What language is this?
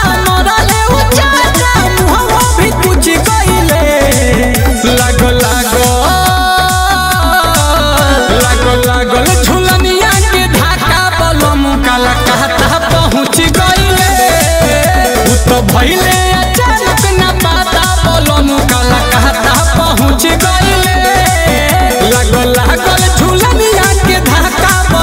Bhojpuri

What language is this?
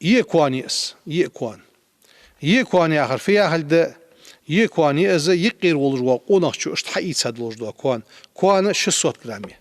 Ingush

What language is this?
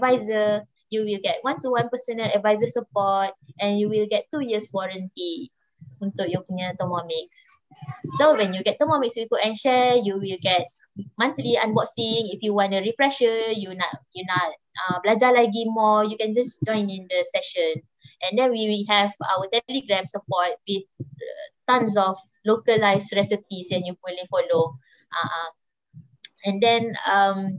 Malay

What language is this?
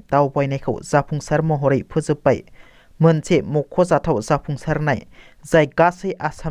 Bodo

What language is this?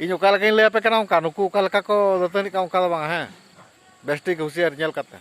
Santali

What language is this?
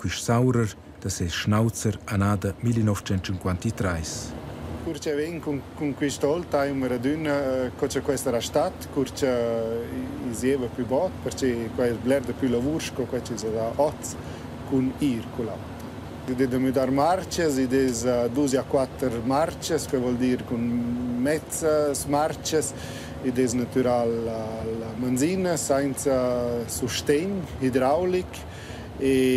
Romansh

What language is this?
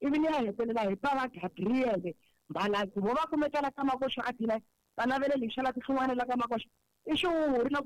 Tsonga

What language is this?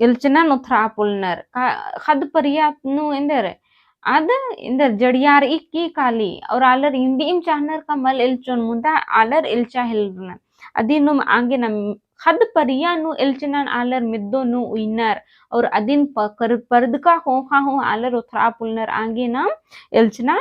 Kurukh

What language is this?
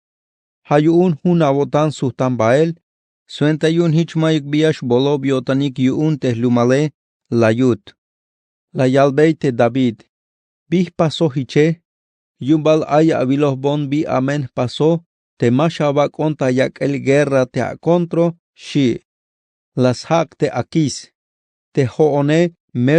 Tzeltal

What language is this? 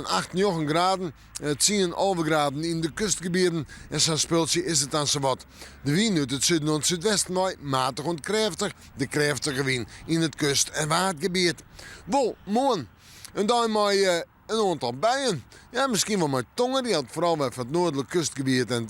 Western Frisian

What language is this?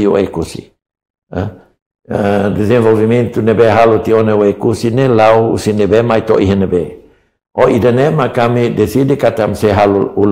Tetum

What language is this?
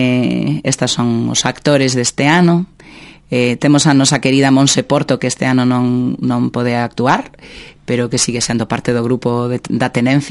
Galician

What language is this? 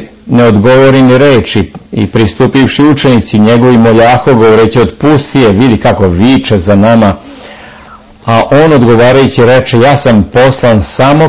Serbian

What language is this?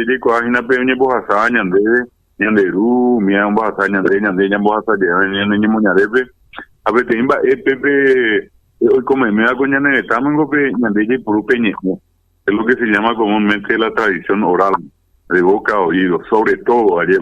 Guarani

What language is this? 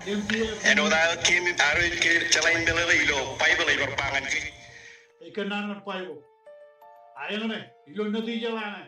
Marshallese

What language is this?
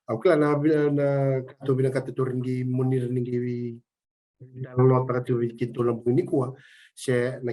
Fijian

